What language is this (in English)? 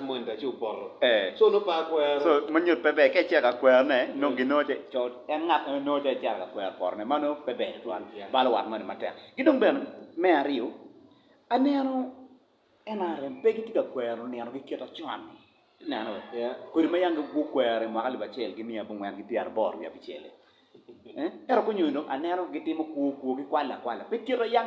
Acoli